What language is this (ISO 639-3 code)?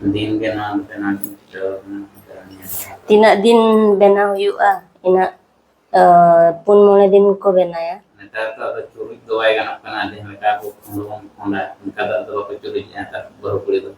sat